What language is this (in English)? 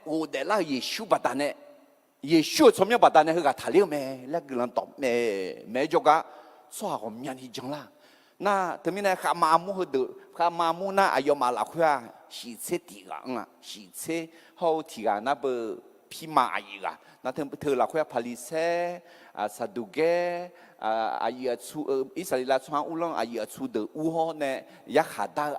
Akha